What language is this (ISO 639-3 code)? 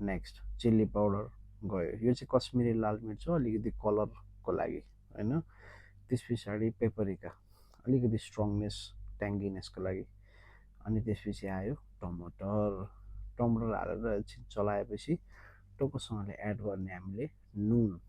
nep